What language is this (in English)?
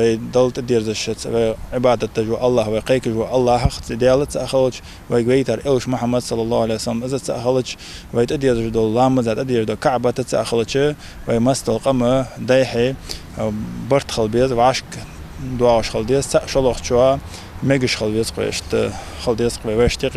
Ingush